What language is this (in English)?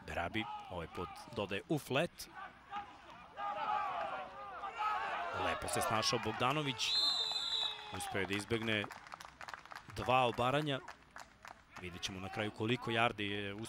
Serbian